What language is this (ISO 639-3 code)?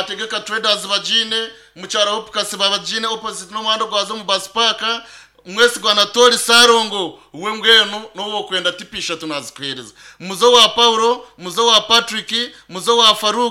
nyn